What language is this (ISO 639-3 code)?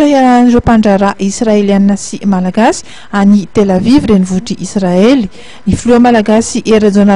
mlg